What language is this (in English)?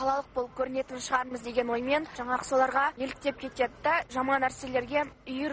Kazakh